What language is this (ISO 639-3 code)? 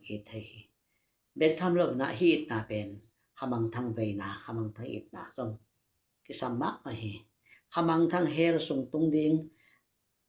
ctd